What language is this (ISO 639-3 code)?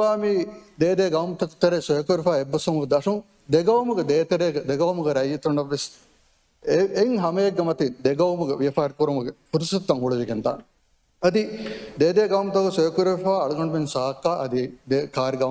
div